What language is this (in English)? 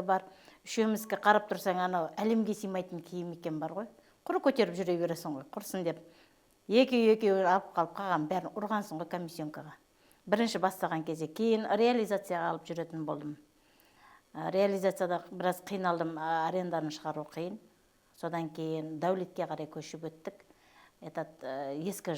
Kazakh